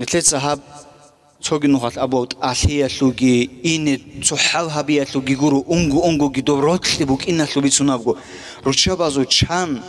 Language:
Avaric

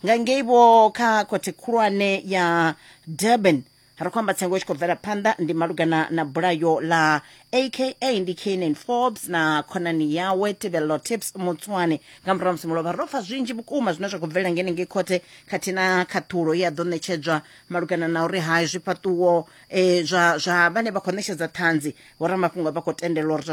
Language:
Venda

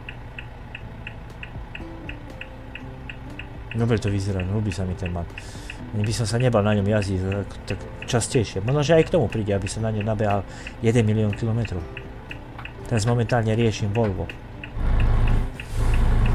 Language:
Slovak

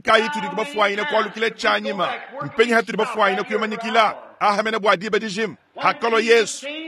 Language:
Luba-Lulua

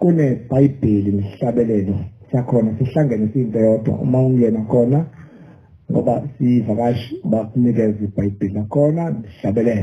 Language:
Zulu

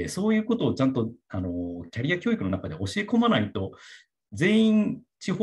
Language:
Japanese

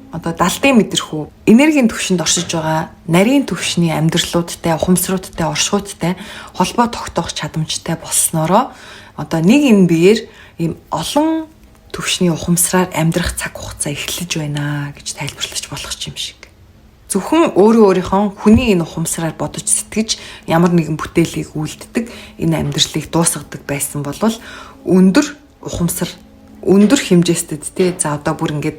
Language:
Mongolian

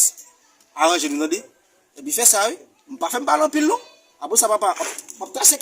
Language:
Haitian Creole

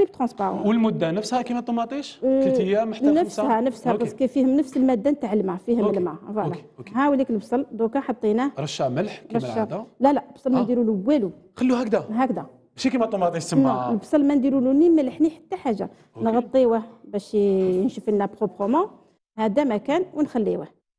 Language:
Algerian Arabic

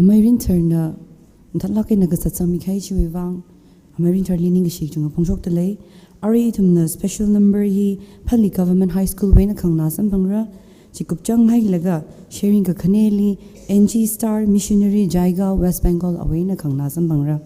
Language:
Tangkhul Naga (India)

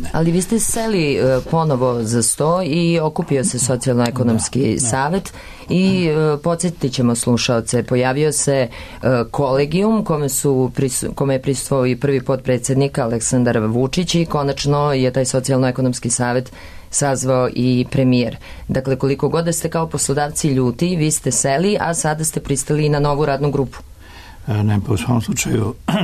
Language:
Serbian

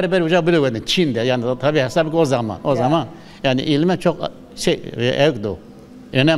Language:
Zaza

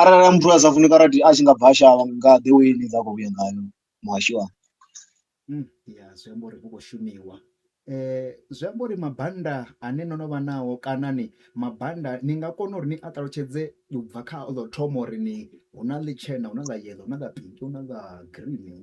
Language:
Venda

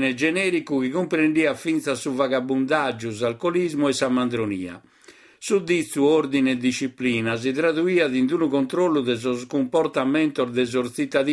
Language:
Sardinian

